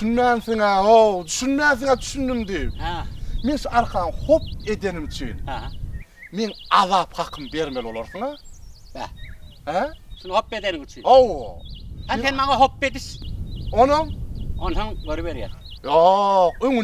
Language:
Turkmen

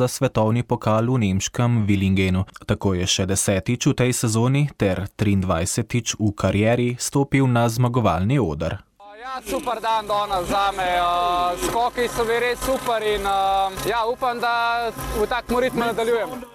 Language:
Slovenian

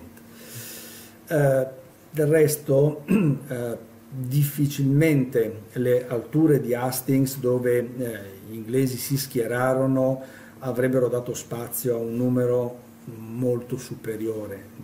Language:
Italian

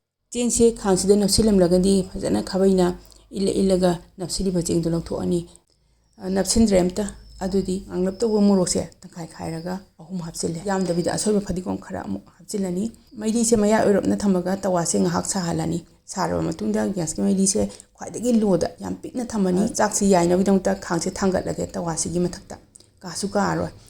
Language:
Manipuri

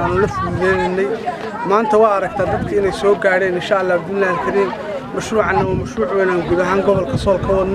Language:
Somali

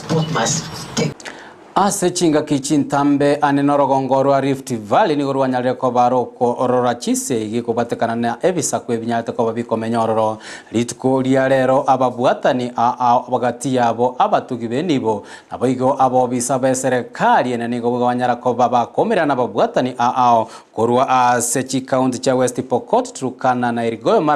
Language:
Gusii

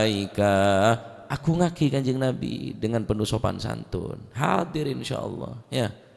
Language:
Madurese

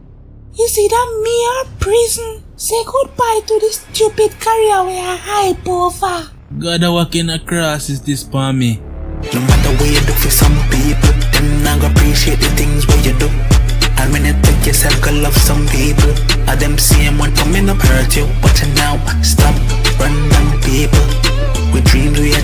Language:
Jamaican Creole English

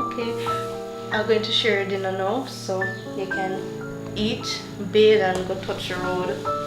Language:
Jamaican Creole English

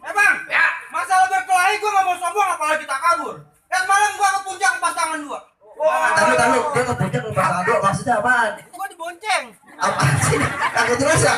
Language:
Betawi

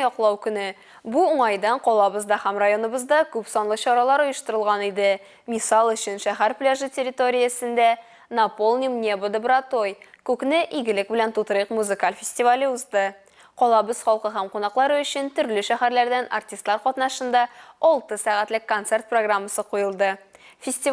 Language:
Tatar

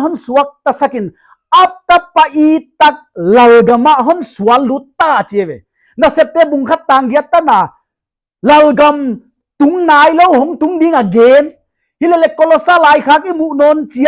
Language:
Paite Chin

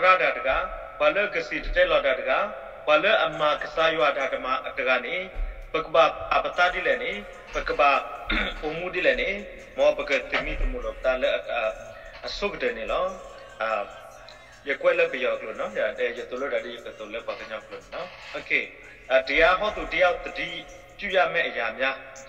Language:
S'gaw Karen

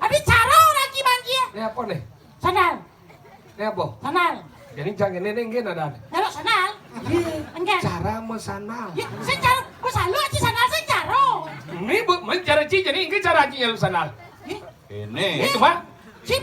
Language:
Balinese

